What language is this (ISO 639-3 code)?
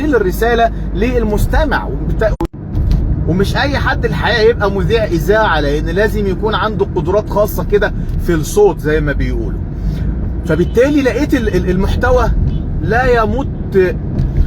arz